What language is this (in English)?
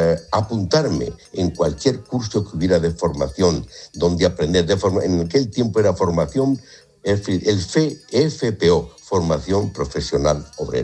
Spanish